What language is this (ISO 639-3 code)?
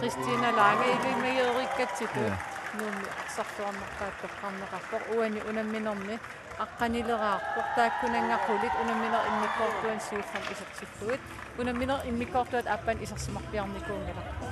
kal